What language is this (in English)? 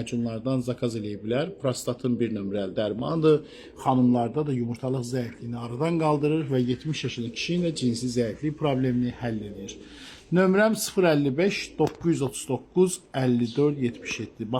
Azerbaijani